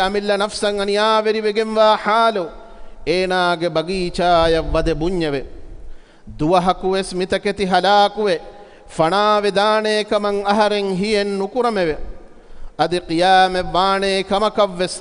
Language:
Divehi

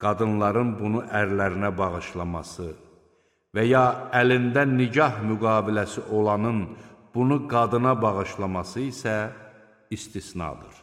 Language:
Azerbaijani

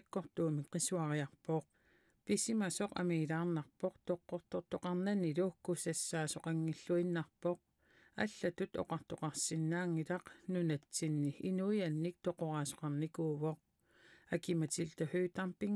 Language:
Kalaallisut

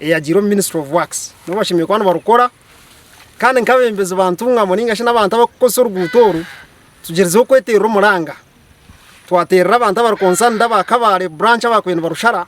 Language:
Nyankole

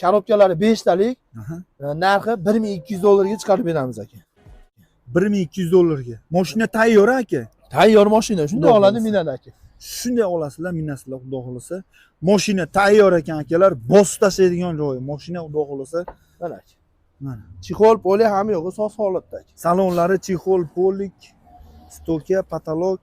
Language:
Uzbek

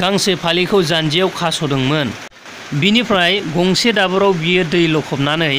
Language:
Bodo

